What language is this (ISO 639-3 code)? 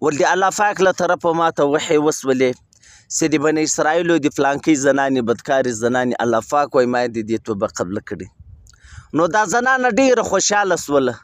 pus